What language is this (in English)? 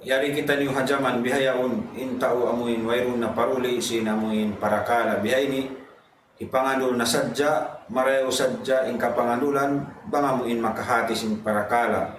Tausug